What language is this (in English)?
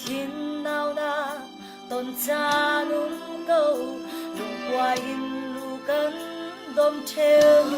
Falam Chin